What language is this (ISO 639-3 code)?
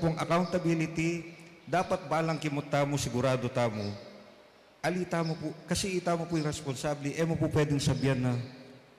pam